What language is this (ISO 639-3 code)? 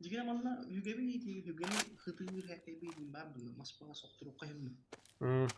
sah